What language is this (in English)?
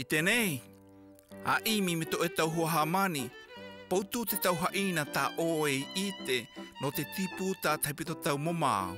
South Marquesan